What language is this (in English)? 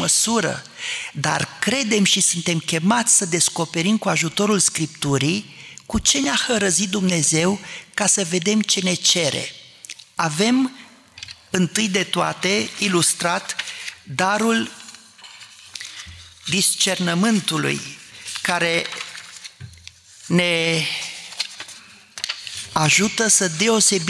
Romanian